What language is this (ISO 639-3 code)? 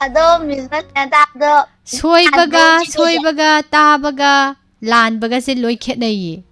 mni